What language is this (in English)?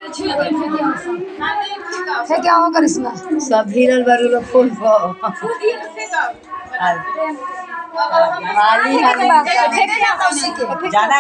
Hindi